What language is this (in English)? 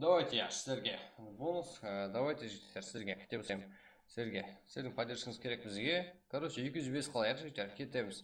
Kara-Kalpak